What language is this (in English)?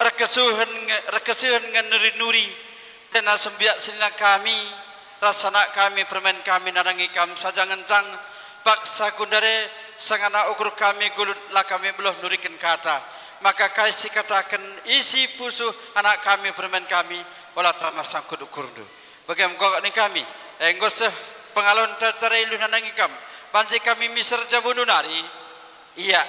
Batak Karo